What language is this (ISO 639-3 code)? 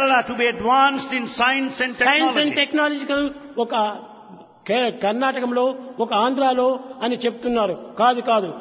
tel